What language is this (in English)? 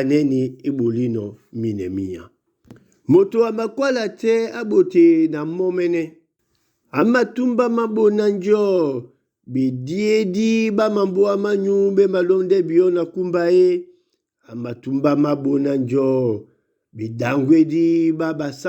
Duala